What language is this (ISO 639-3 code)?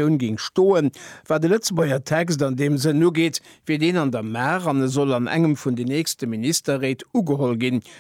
ltz